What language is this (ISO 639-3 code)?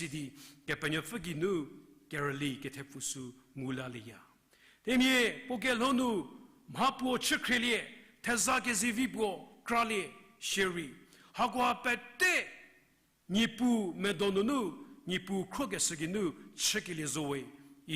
njm